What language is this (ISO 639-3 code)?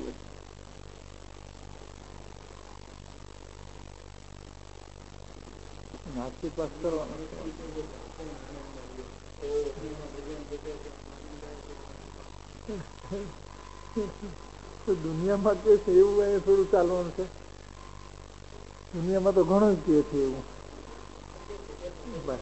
guj